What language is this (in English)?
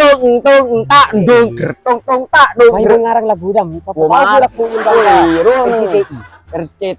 Madurese